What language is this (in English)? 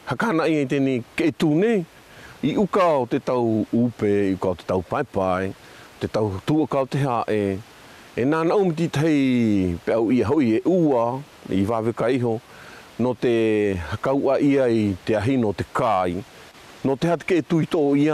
South Marquesan